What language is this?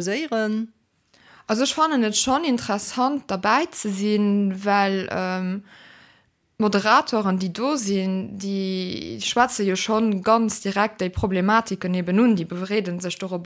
Luxembourgish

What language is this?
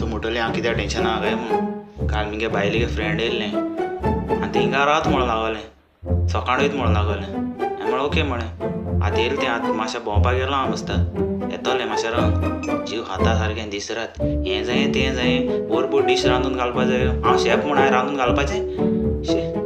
Konkani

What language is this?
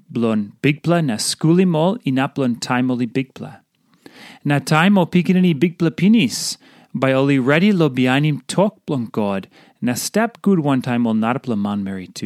Tok Pisin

